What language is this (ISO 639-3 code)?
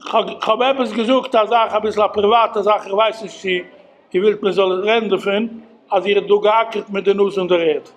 yid